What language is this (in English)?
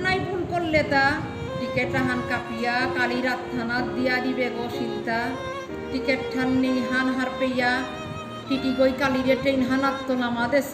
Bishnupriya